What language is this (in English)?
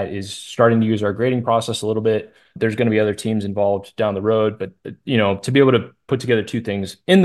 English